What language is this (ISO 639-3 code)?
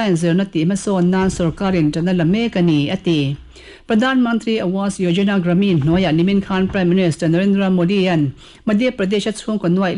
lus